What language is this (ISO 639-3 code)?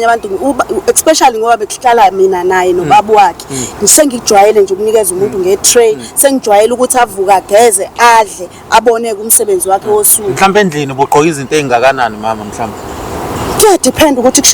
zul